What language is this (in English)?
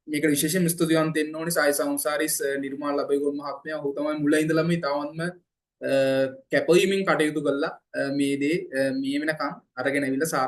Sinhala